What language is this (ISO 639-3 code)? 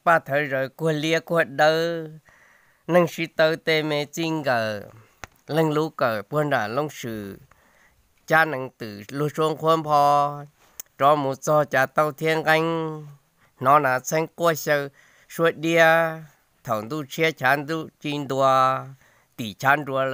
hmn